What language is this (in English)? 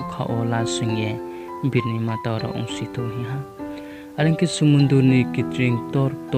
Riang (India)